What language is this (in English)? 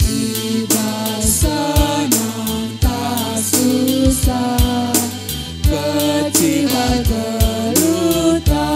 Batak Karo